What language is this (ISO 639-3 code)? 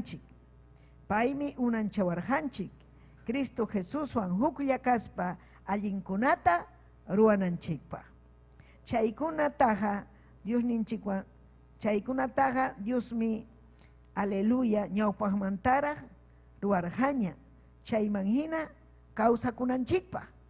quy